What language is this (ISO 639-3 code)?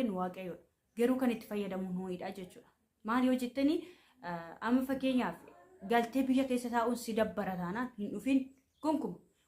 orm